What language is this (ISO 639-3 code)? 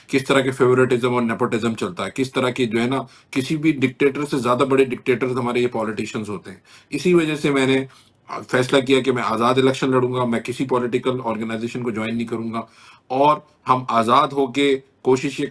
urd